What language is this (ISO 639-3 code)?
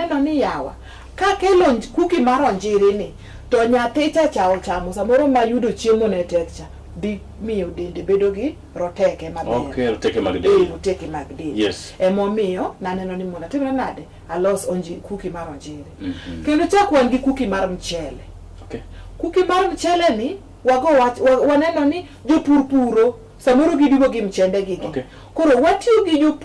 luo